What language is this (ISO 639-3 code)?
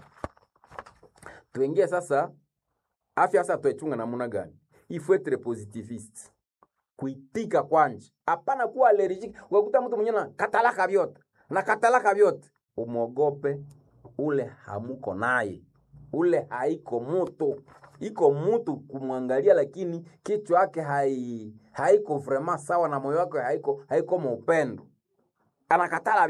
swa